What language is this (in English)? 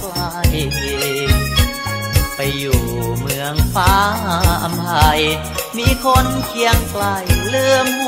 Thai